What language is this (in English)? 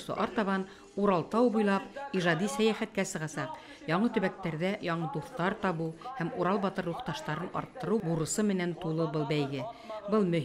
Bashkir